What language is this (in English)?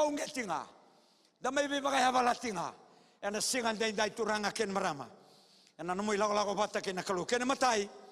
Fijian